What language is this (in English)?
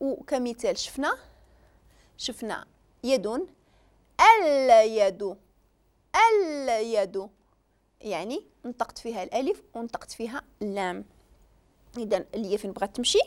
Moroccan Arabic